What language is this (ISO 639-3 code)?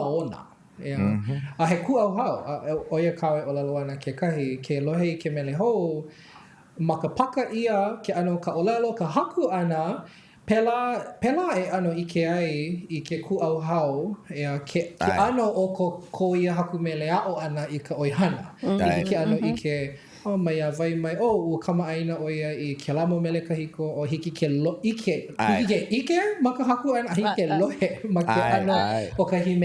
haw